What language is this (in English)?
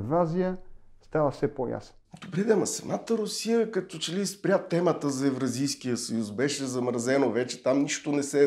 Bulgarian